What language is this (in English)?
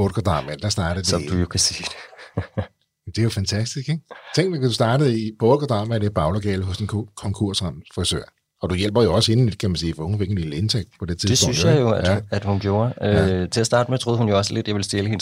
Danish